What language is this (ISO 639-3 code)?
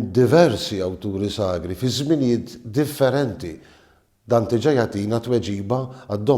mlt